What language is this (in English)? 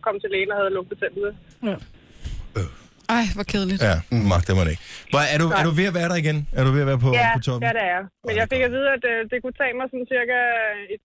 Danish